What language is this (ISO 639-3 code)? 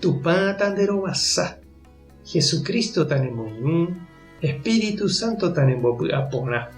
grn